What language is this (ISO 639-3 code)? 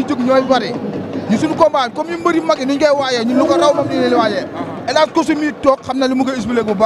wol